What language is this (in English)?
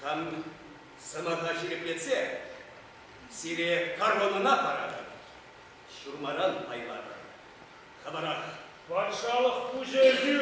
Chuvash